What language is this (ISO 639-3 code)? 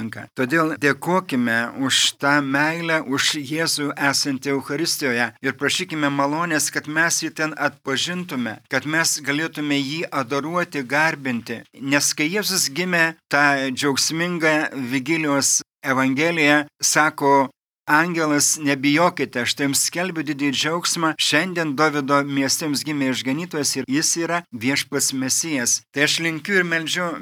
lit